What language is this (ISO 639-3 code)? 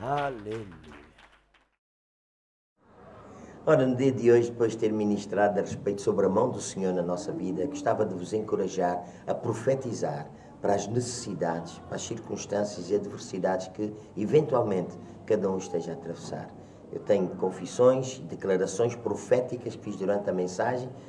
por